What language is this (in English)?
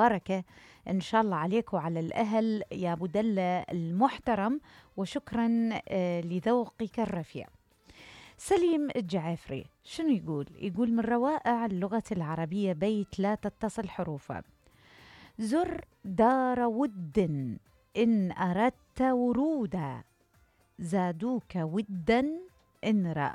Mesopotamian Arabic